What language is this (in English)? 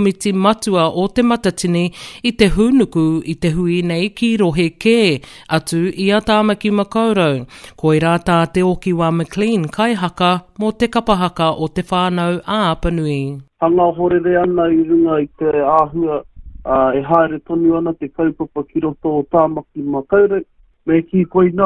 Māori